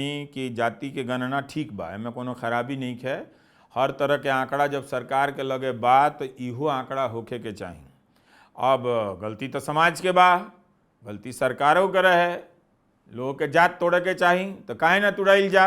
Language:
Bhojpuri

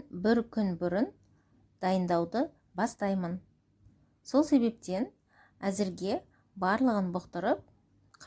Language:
Kazakh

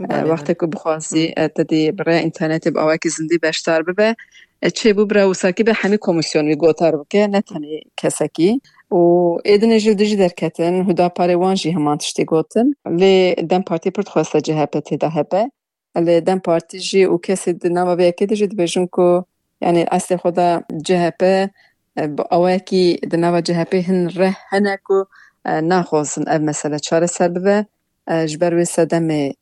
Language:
Kurdish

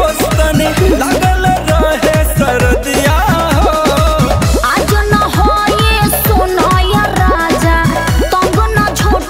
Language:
Bhojpuri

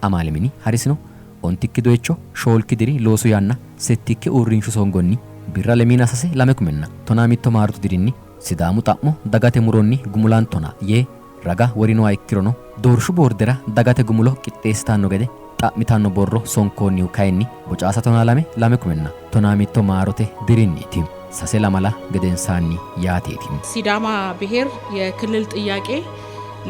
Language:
Sidamo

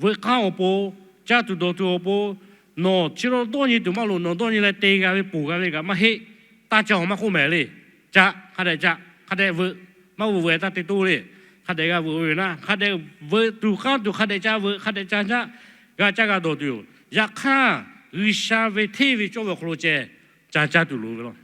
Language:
Lahu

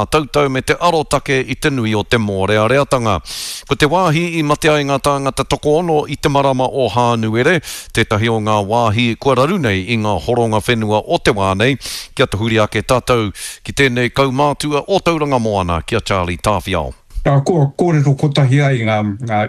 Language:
Māori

